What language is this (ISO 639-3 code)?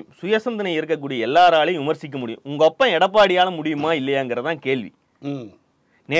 tam